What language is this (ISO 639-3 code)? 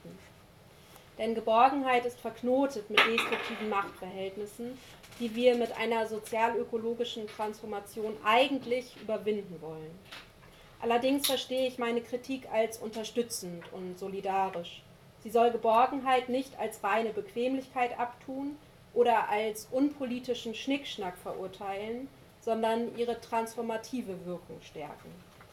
deu